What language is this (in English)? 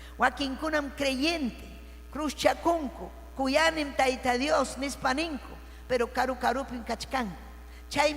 Ayacucho Quechua